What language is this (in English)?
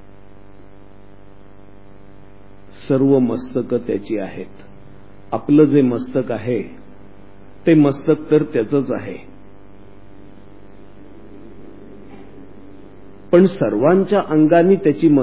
Marathi